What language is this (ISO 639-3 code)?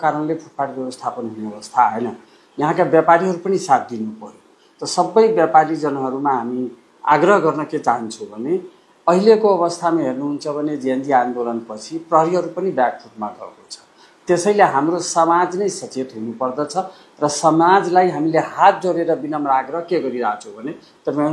nep